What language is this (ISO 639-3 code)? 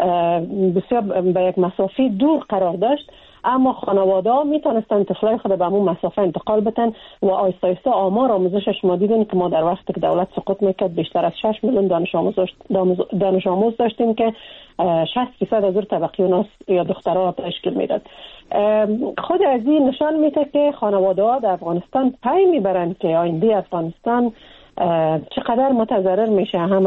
fas